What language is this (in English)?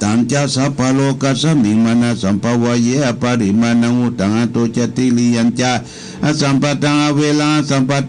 Pali